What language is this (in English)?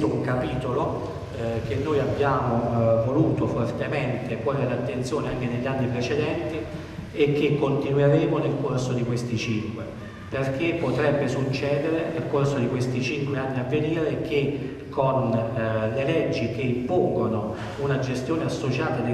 Italian